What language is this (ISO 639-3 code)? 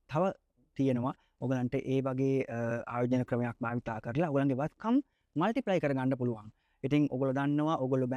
sin